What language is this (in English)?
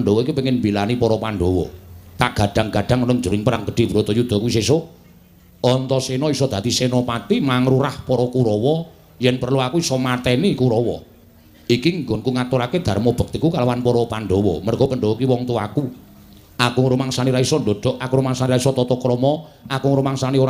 Javanese